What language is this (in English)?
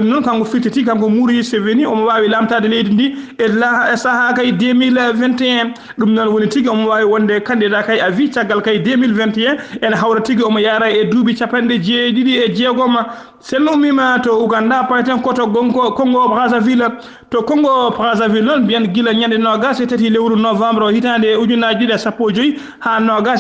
Fula